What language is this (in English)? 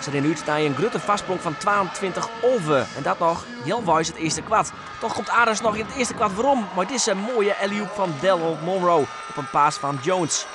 Western Frisian